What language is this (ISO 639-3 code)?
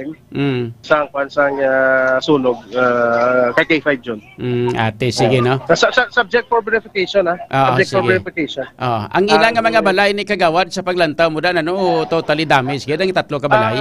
hil